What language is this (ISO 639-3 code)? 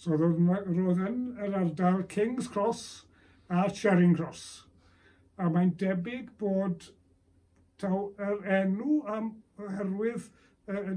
cym